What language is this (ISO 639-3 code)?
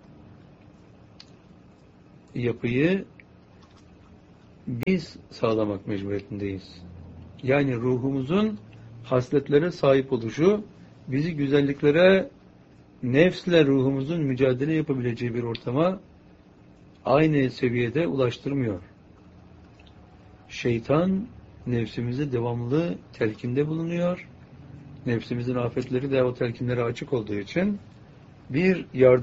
tur